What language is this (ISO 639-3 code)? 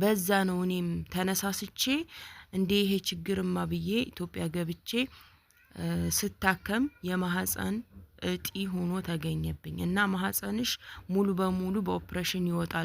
amh